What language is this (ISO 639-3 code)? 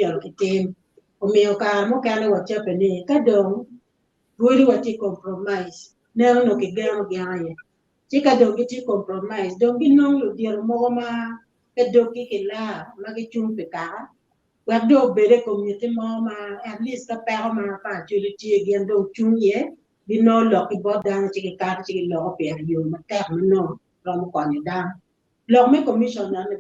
ach